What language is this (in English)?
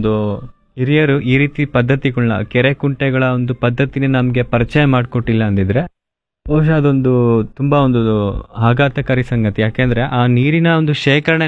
Kannada